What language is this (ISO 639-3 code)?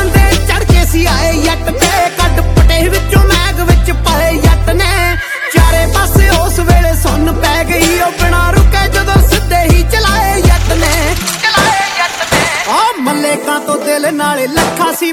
pan